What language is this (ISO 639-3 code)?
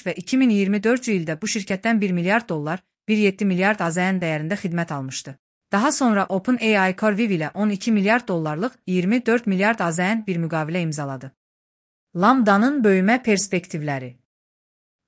aze